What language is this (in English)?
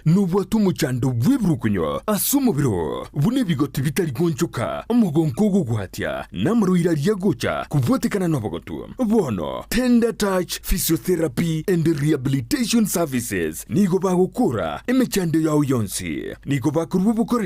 Gusii